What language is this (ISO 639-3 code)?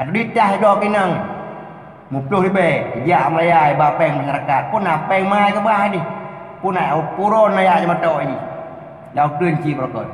ace